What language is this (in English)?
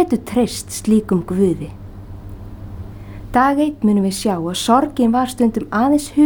Icelandic